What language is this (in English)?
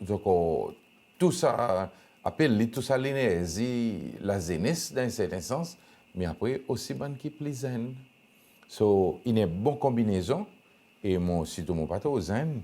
Seselwa Creole French